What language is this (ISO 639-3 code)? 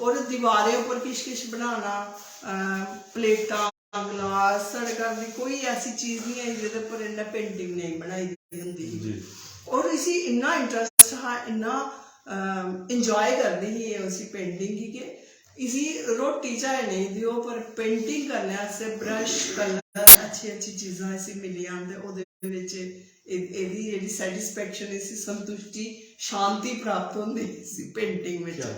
doi